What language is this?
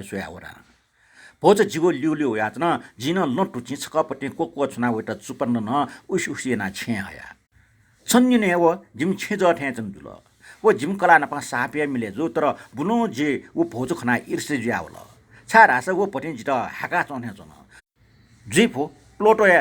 Newari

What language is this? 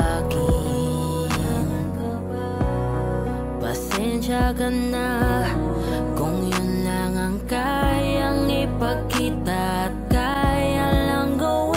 Filipino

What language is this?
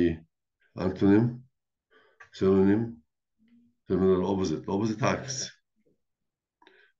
Egyptian Arabic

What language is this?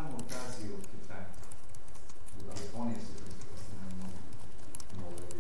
Bulgarian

